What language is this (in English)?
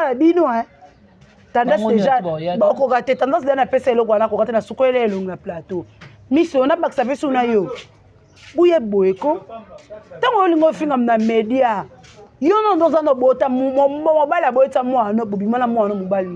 Lingala